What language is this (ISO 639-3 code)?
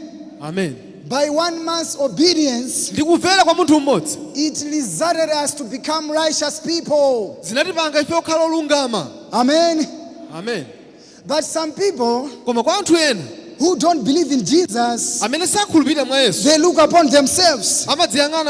nya